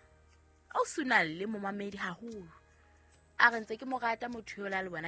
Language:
Southern Sotho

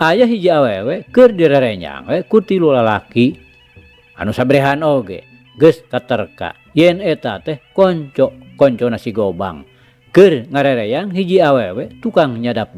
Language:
Sundanese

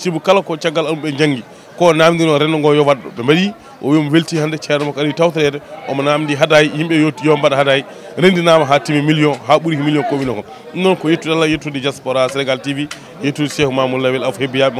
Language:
Fula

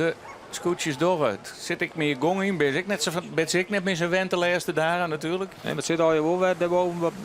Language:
Western Frisian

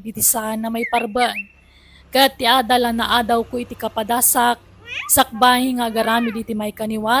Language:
Iloko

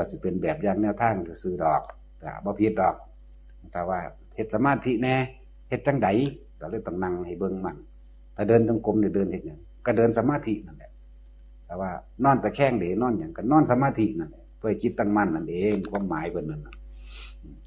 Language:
Northeastern Thai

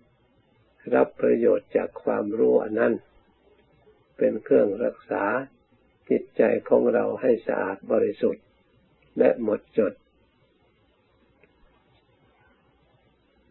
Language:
Thai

